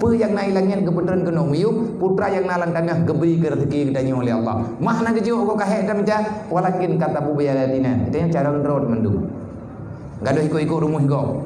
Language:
Achinese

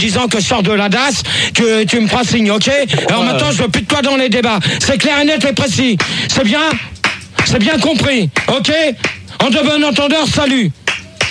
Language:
French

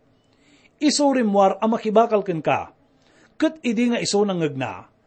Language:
Iloko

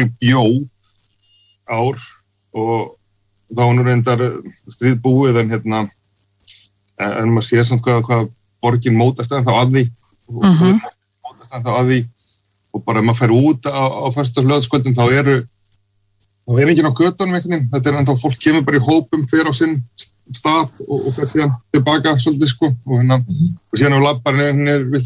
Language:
Icelandic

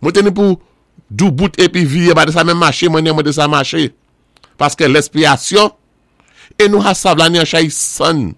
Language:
Saint Lucian Creole French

